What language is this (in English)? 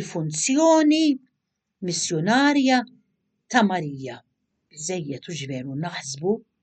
Maltese